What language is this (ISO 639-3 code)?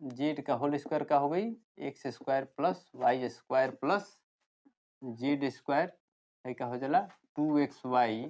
bho